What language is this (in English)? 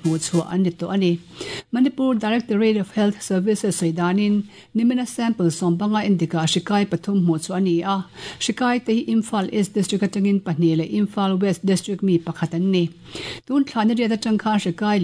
Mizo